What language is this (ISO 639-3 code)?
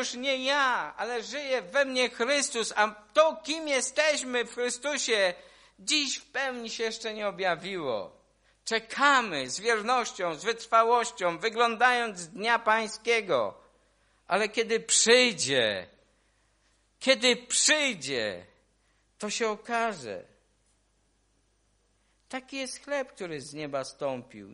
pol